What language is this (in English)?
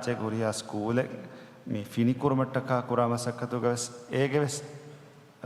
Divehi